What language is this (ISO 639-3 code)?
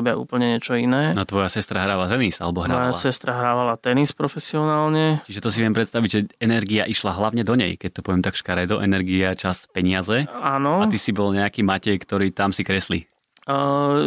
slk